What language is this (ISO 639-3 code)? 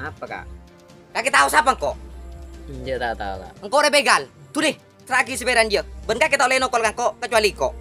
mad